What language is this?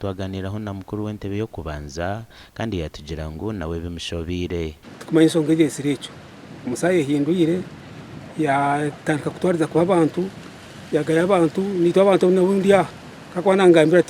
Nyankole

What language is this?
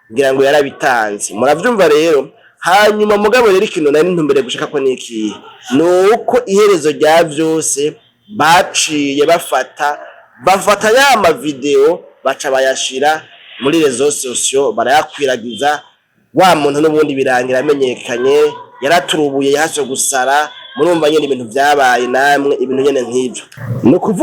Rundi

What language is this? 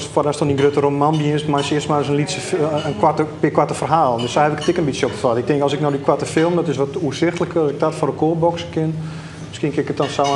Western Frisian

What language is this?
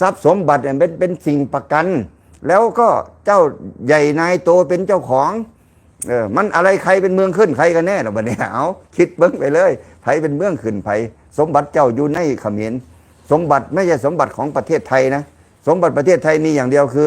Lao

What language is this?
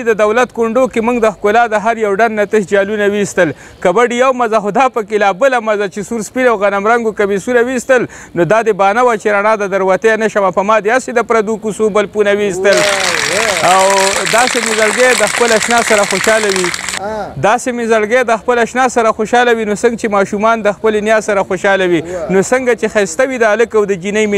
Pashto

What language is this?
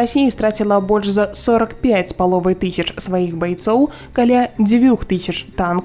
Belarusian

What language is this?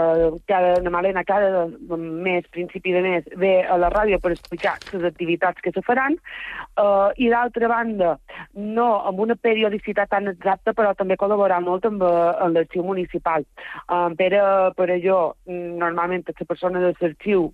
Catalan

